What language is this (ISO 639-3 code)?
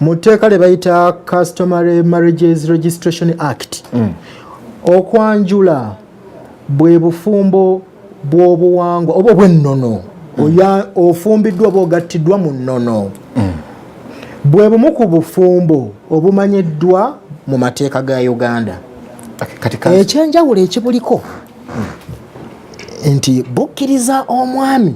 lug